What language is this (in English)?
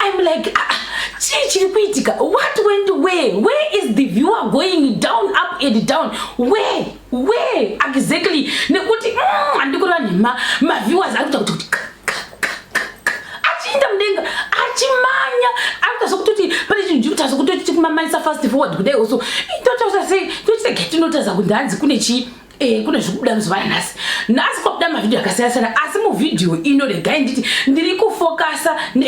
Shona